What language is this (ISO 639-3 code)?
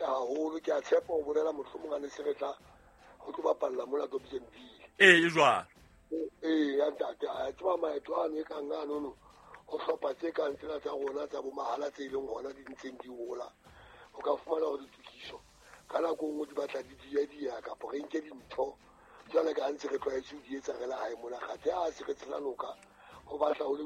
sot